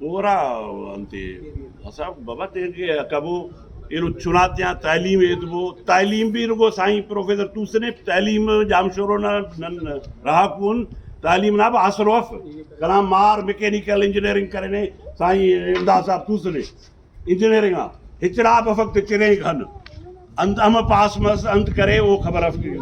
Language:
Brahui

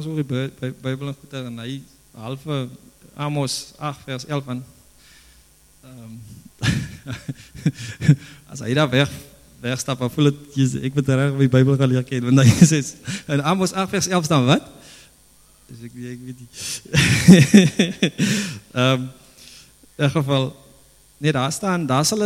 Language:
Afrikaans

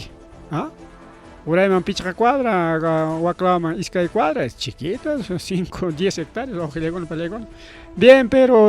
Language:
Ayacucho Quechua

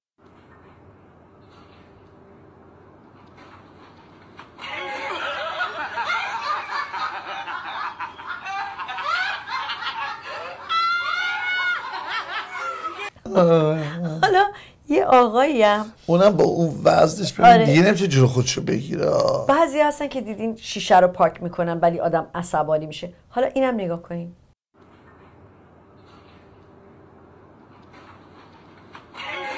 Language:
Persian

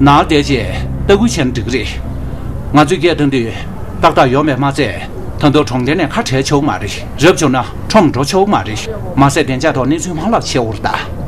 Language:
Tibetan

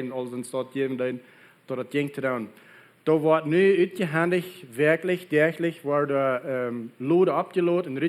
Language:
Plautdietsch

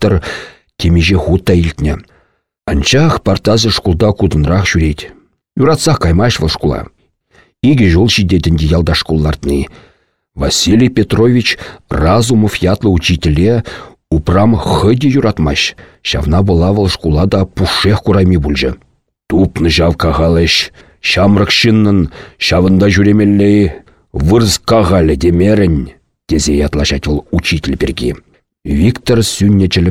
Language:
Chuvash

